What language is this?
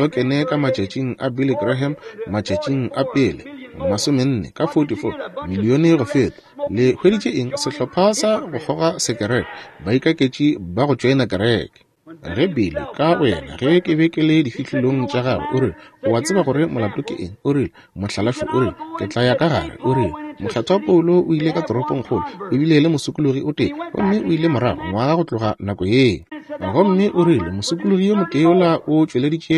Northern Sotho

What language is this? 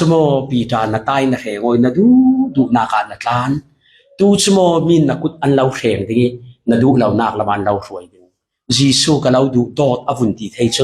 Falam Chin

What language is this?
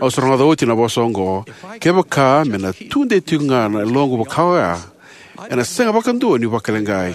Fijian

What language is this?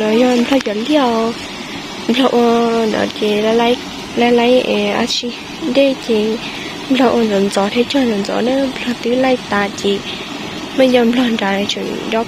Hmong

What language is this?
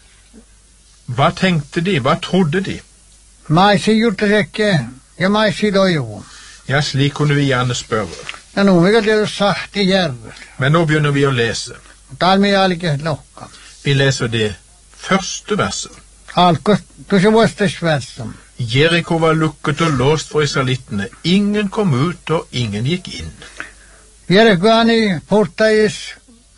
Norwegian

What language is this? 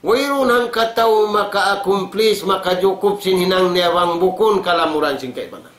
Tausug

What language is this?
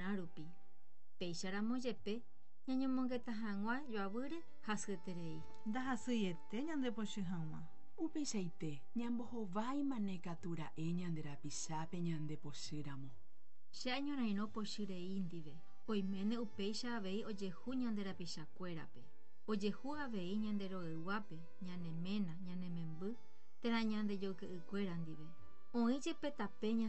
Guarani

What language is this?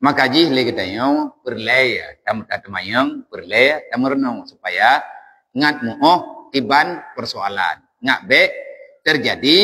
Achinese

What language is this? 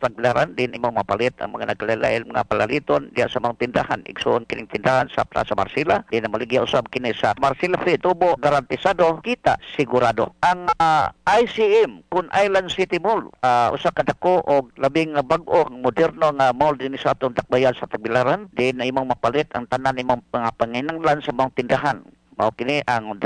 Cebuano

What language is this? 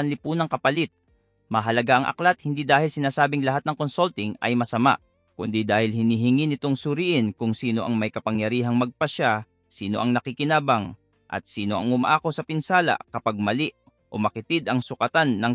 Filipino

